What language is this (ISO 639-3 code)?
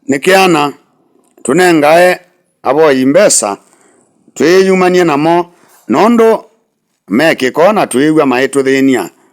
kam